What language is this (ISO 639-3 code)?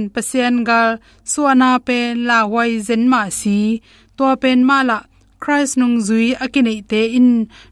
ctd